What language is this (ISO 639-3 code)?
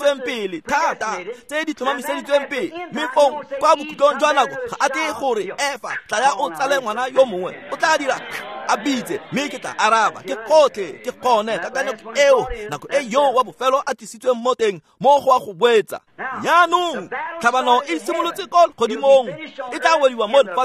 tsn